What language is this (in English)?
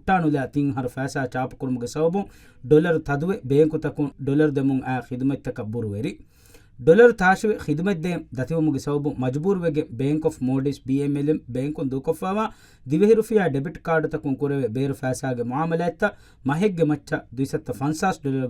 Divehi